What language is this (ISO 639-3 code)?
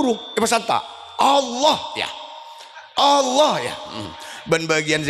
mad